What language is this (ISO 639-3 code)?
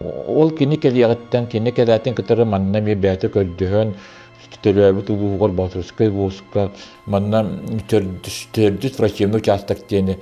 sah